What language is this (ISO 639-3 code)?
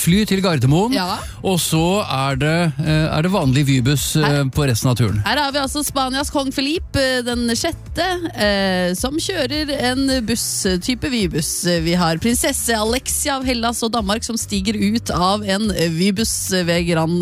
nor